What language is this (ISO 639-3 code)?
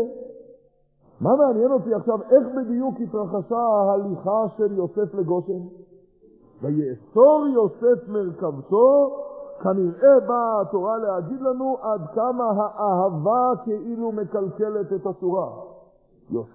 heb